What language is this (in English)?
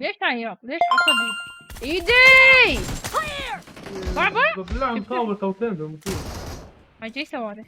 Mesopotamian Arabic